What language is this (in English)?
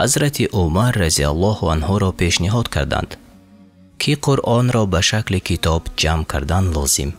Tajik